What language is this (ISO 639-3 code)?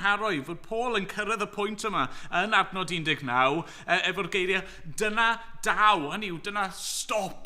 cym